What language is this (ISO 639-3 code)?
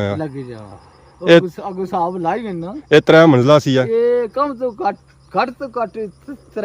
phr